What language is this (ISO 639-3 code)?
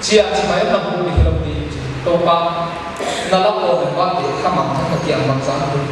pck